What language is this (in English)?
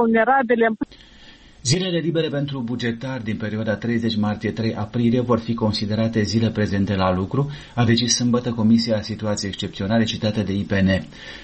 Romanian